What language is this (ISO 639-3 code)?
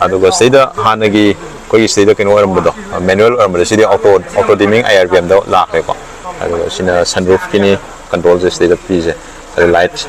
mni